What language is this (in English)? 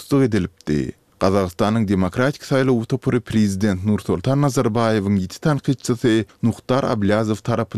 Turkmen